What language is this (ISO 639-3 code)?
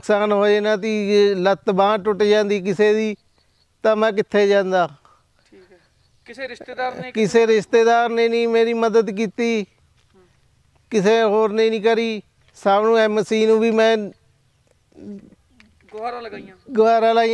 pan